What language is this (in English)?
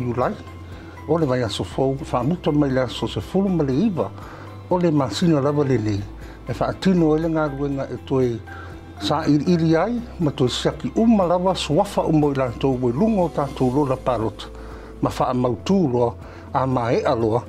Samoan